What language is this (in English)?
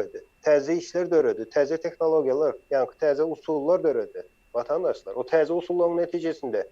Turkmen